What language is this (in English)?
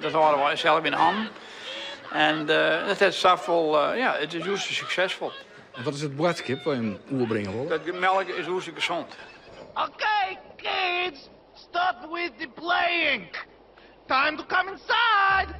Western Frisian